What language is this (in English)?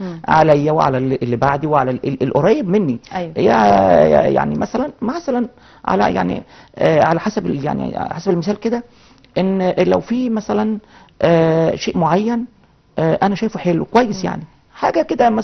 Egyptian Arabic